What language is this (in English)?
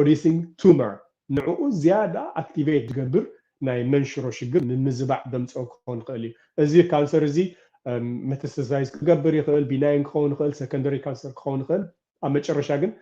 Tigrinya